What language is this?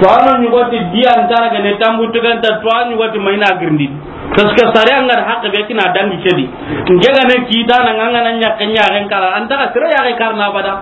Soninke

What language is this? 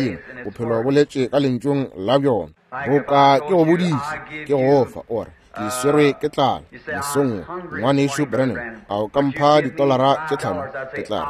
Northern Sotho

